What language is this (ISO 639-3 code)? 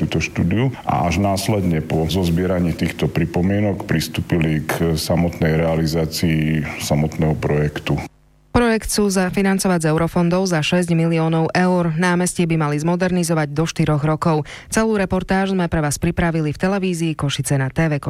slk